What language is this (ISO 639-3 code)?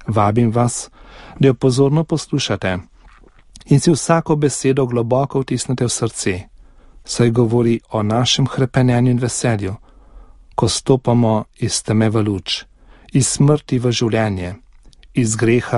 slv